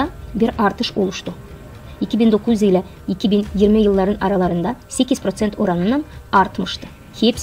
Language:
Gagauz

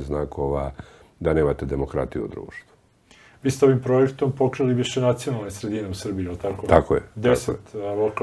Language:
Serbian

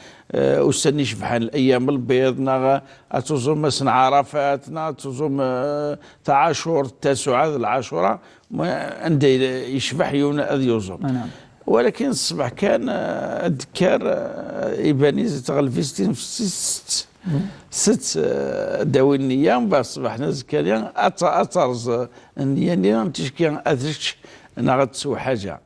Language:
Kabyle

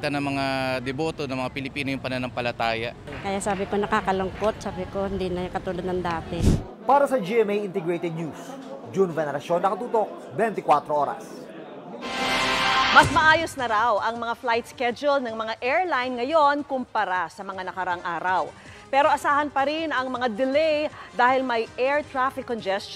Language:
Filipino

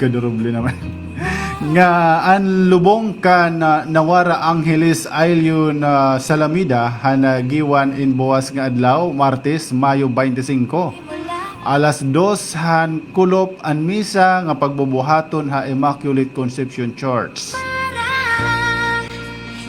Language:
Waray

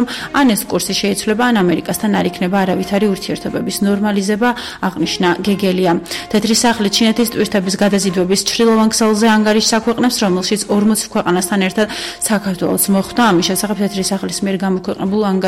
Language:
Georgian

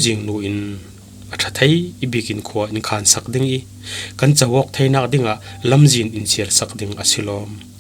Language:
Falam Chin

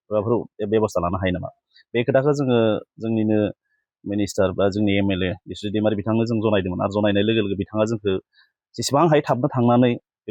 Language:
Bodo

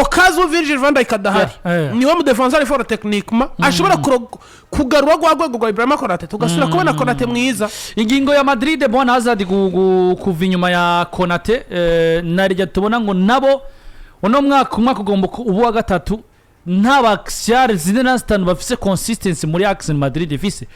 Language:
Rundi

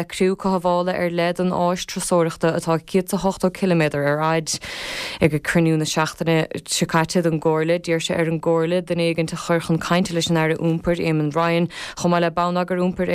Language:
Irish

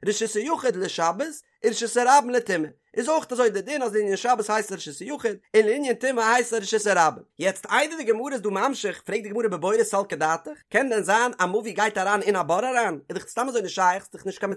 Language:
Yiddish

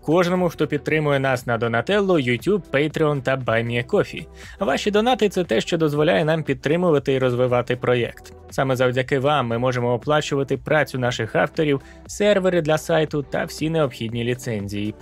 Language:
Ukrainian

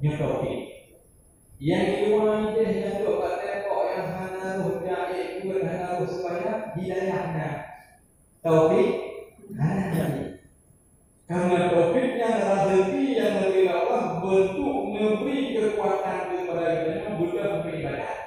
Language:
Achinese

